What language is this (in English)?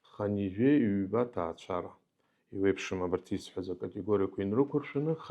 Abkhazian